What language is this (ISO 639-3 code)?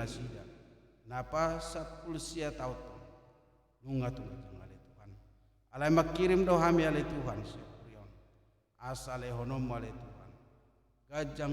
bbc